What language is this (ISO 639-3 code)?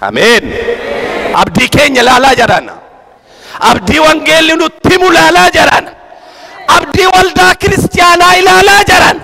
orm